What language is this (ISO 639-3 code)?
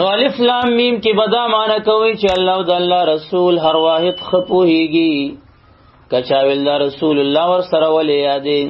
pus